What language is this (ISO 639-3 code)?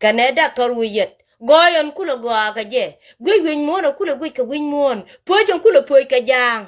nus